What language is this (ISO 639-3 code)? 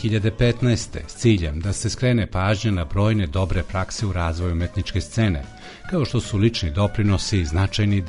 srp